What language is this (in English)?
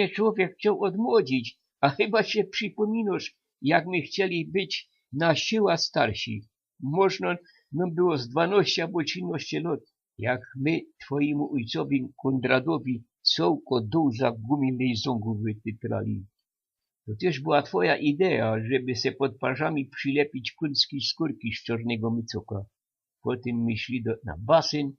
Silesian